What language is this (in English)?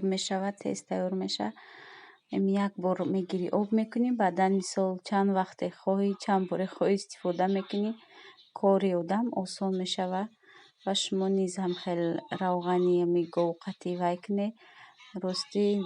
Tajik